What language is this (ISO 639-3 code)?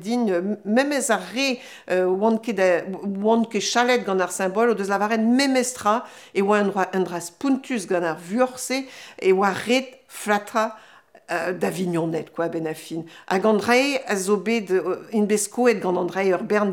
bre